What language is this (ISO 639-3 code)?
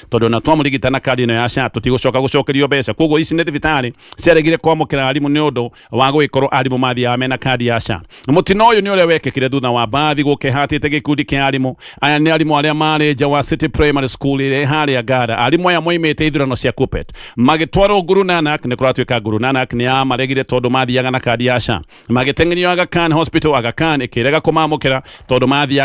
kik